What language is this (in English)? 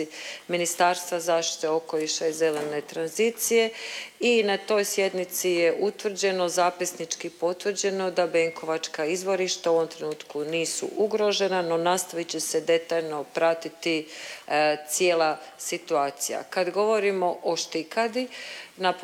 Croatian